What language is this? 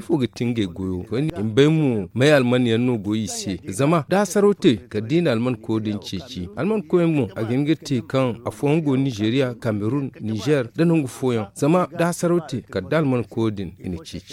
Zarma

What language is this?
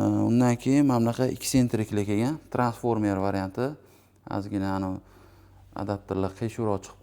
Uzbek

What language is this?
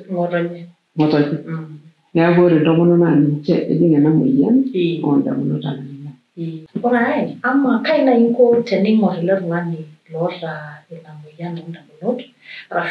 Masai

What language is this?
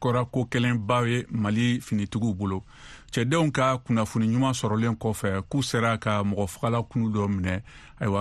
Bambara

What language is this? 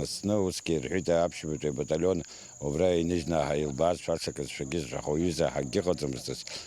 Abkhazian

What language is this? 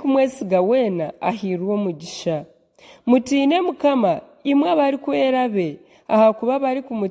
Nyankole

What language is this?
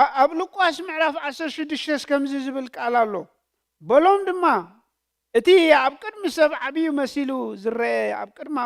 Tigrinya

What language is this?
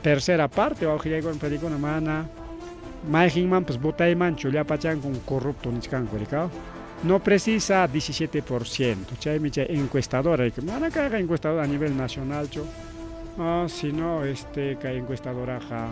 Ayacucho Quechua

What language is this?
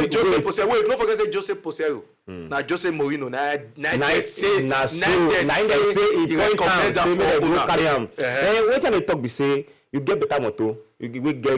Nigerian Pidgin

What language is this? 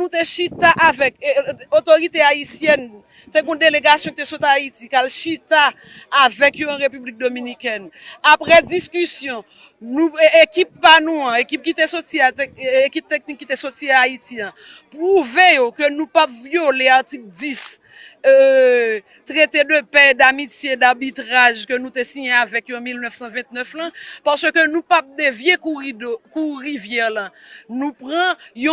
Haitian Creole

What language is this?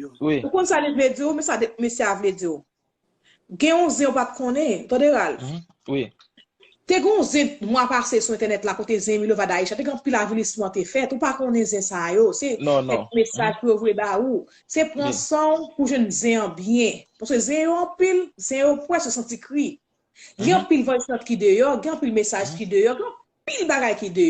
Haitian Creole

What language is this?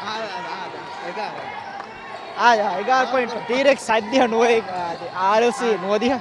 Divehi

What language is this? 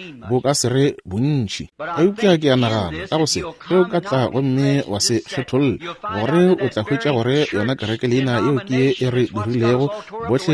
Northern Sotho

